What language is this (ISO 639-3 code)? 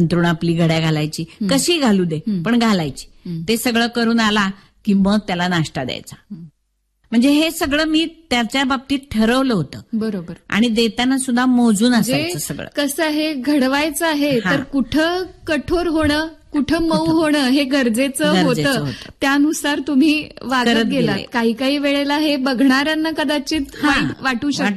mar